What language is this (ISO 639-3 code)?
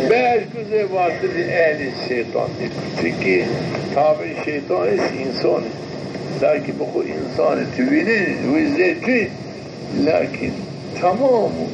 zza